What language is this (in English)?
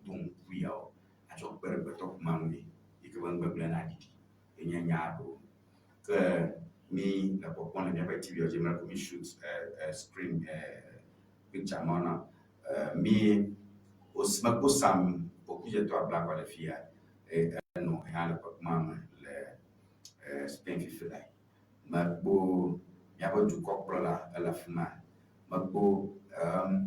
Ewe